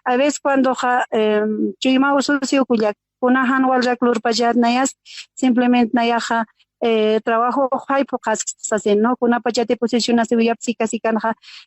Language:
Aymara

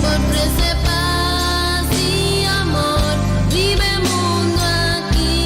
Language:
Papiamento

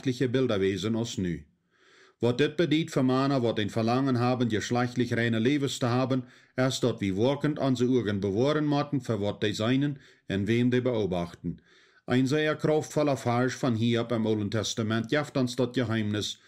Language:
Plautdietsch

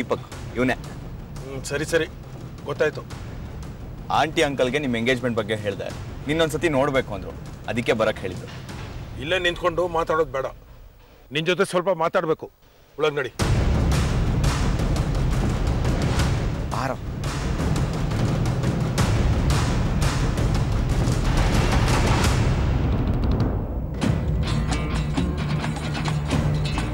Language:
Kannada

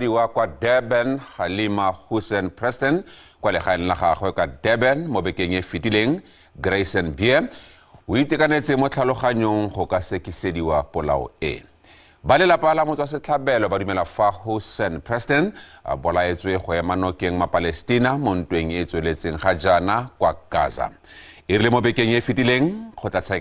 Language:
Tswana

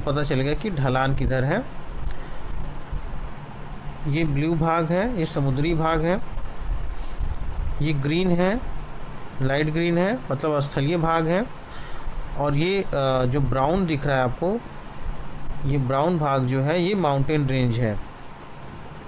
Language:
Hindi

